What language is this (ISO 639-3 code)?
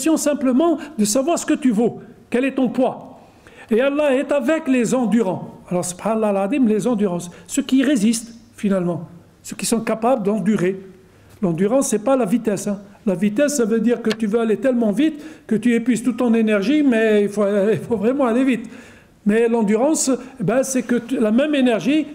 fra